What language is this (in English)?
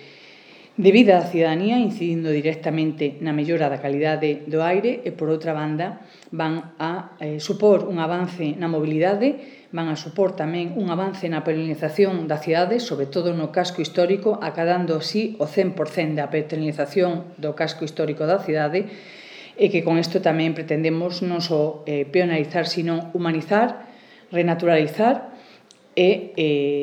Galician